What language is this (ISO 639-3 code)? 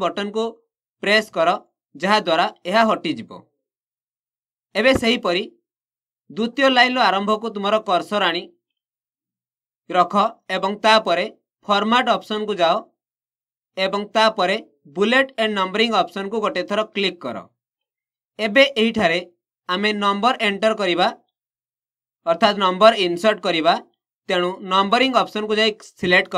ori